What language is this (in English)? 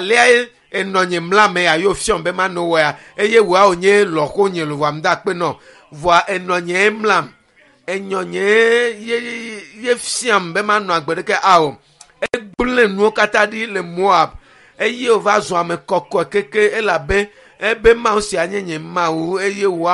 Ewe